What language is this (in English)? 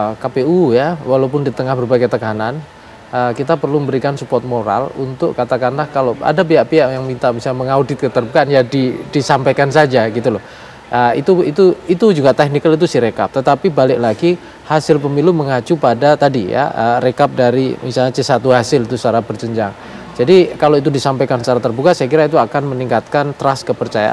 Indonesian